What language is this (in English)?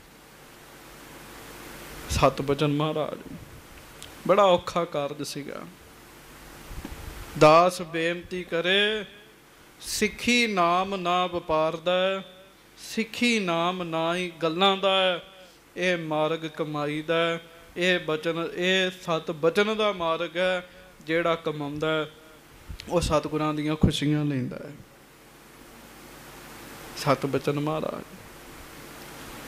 Punjabi